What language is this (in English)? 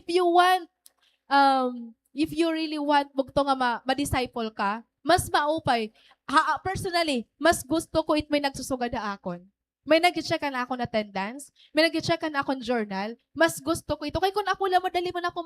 Waray